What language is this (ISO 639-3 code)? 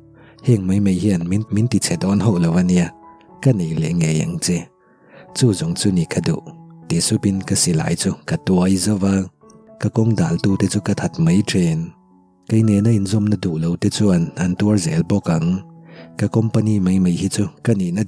lus